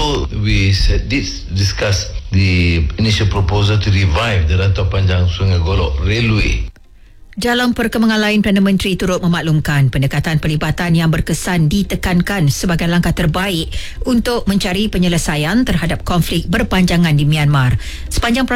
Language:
Malay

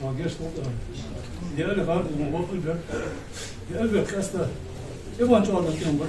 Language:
Ingush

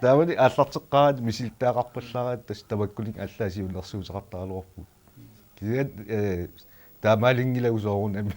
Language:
Kalaallisut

